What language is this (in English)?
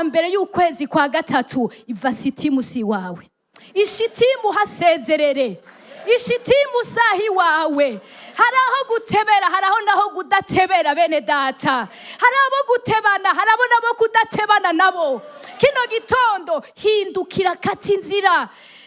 Rundi